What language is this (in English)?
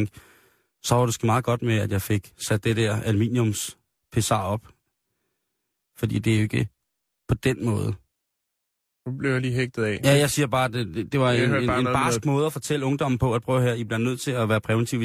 Danish